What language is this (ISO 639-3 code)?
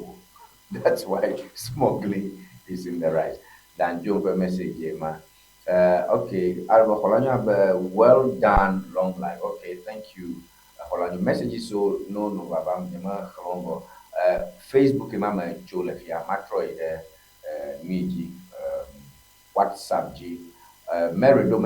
ewe